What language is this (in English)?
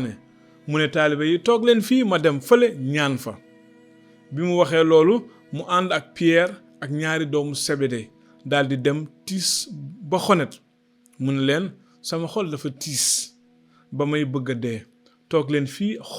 Wolof